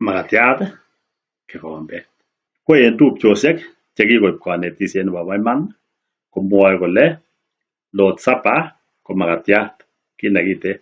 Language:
Kalenjin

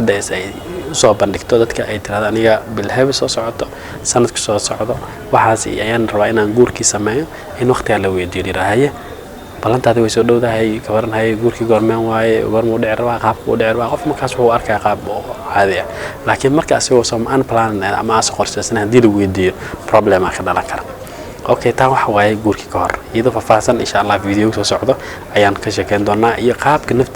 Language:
Somali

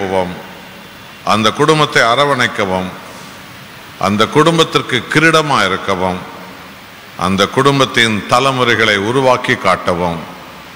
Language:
Tamil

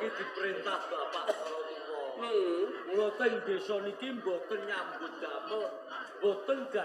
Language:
Javanese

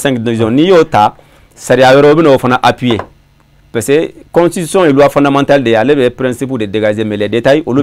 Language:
Bambara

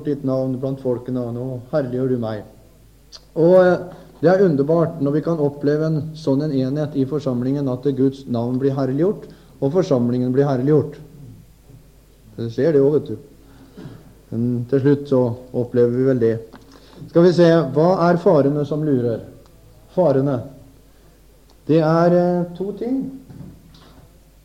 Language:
Norwegian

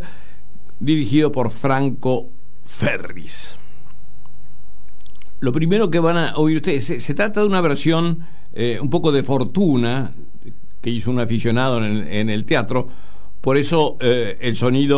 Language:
Spanish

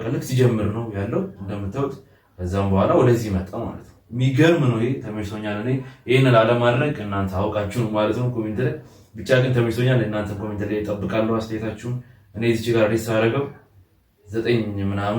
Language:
Amharic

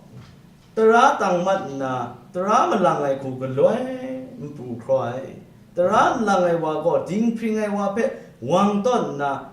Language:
Kachin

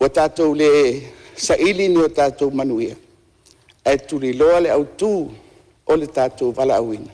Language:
Samoan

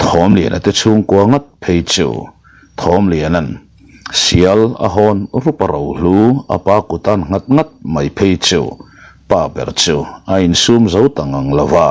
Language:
Mizo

